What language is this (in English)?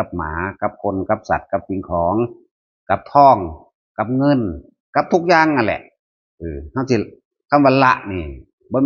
Northeastern Thai